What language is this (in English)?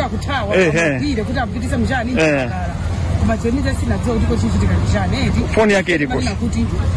Nyanja